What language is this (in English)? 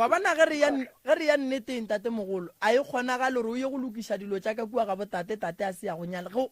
Northern Sotho